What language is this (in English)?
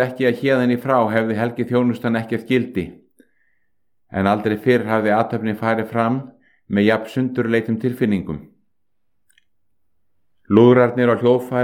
Icelandic